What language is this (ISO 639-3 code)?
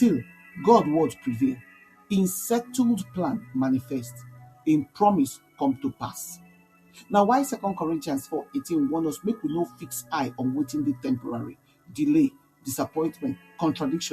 pcm